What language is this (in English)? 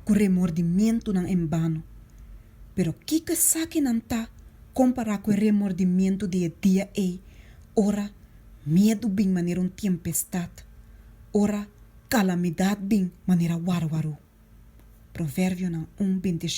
Papiamento